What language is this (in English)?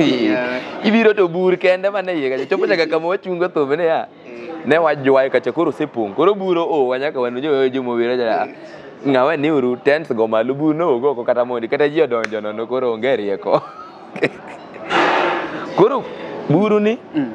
Luo (Kenya and Tanzania)